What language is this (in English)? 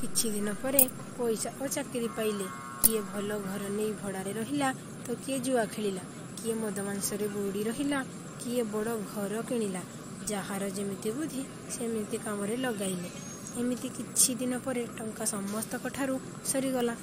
Odia